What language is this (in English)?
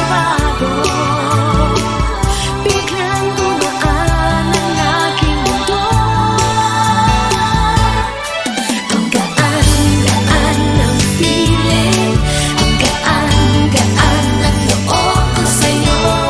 Filipino